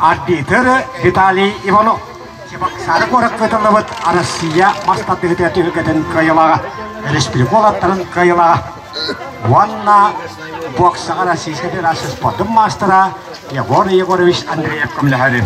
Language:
Yakut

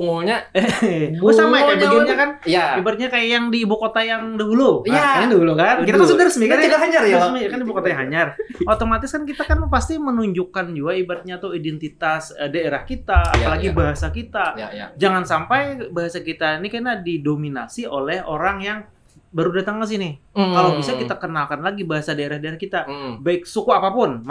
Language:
Banjar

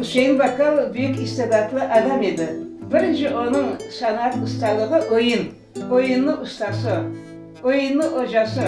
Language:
Crimean Tatar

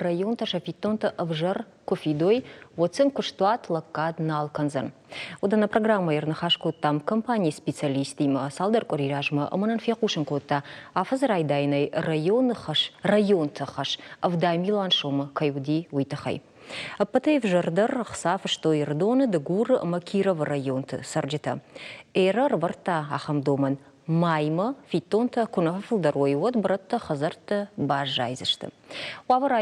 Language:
Ossetic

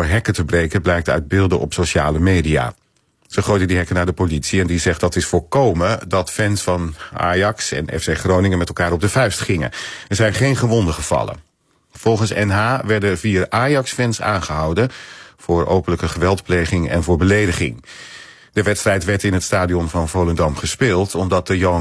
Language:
Dutch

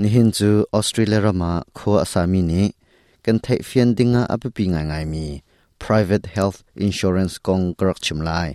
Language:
Hakha Chin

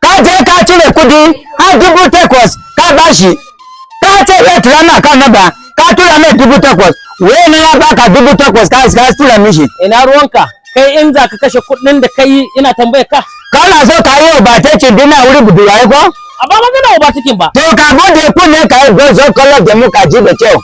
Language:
Hausa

